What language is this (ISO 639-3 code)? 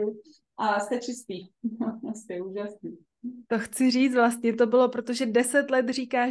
ces